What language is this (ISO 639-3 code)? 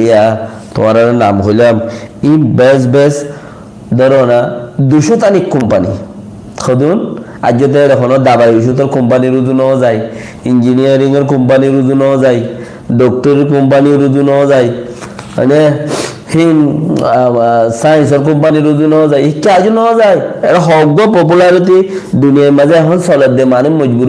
rhg